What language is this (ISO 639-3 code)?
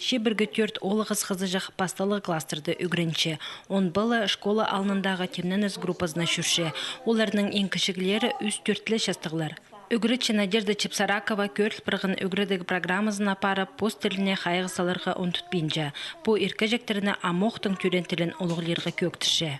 kjh